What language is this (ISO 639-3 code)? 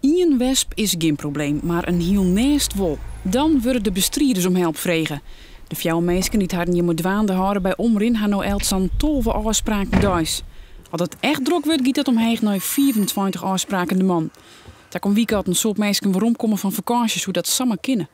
fry